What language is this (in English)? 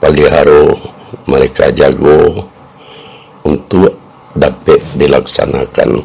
Minangkabau